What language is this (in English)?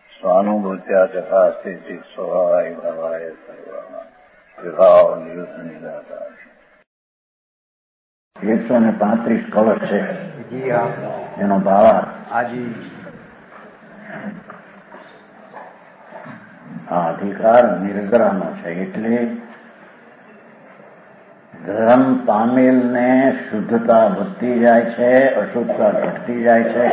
Gujarati